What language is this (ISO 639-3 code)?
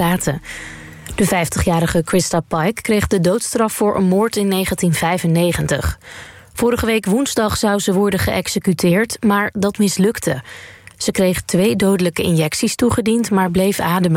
nld